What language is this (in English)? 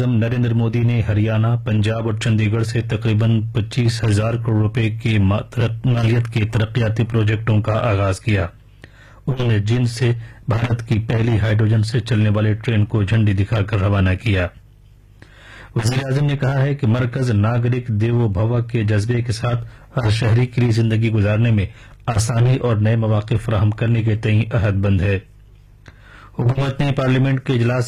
Urdu